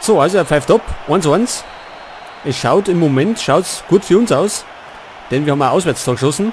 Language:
Bavarian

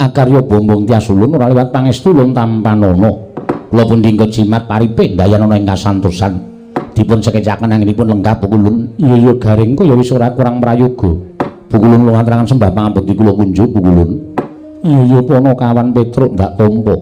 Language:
Javanese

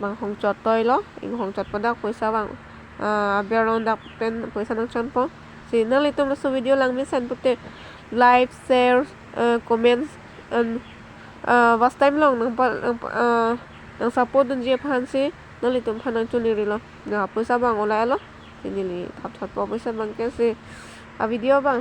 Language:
Karbi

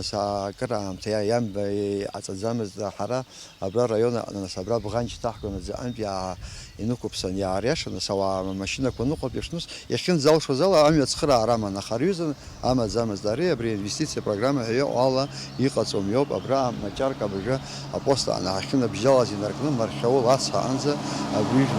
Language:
Abkhazian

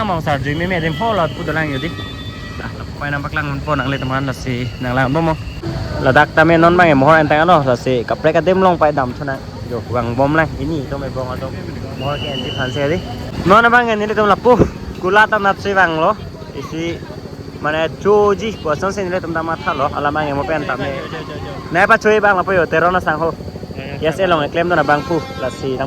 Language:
Karbi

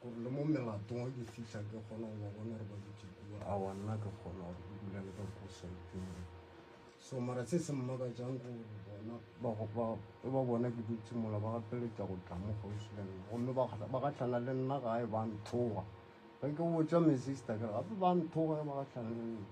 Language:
Northern Sotho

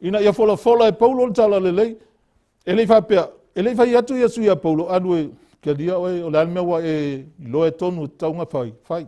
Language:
Samoan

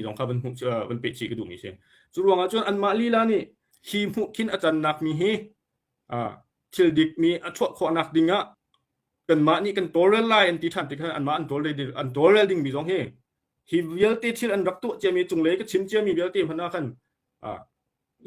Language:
Hakha Chin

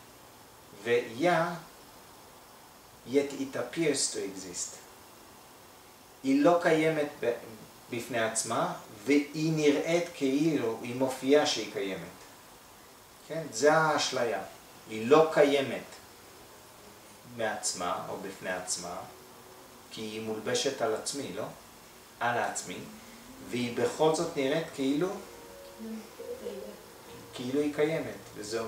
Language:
Hebrew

